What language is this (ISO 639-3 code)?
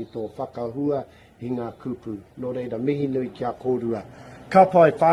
mri